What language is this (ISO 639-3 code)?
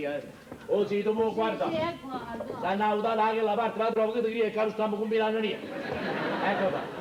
nap